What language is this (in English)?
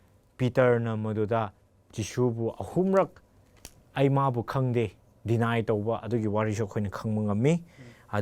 Manipuri